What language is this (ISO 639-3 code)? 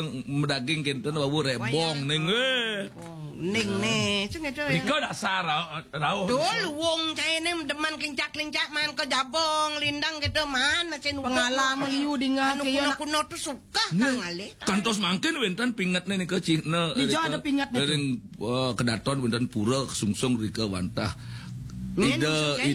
ban